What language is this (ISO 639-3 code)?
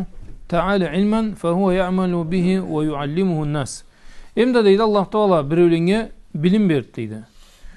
krc